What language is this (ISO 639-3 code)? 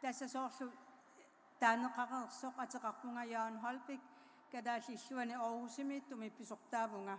kal